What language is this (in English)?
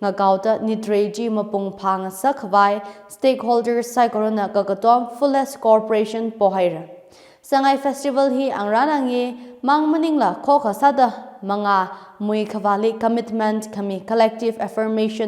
Tangkhul Naga (India)